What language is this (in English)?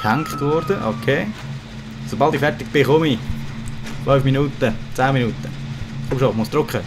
Swiss German